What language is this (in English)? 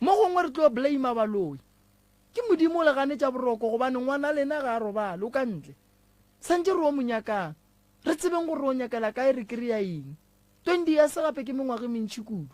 Northern Sotho